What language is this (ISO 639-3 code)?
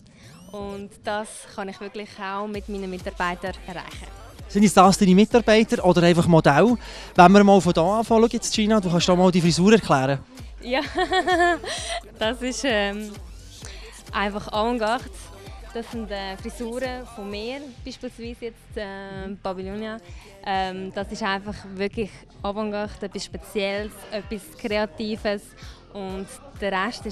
deu